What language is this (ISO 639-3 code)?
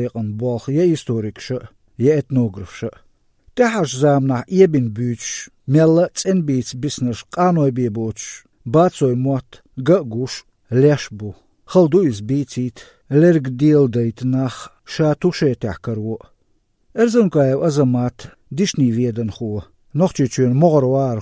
che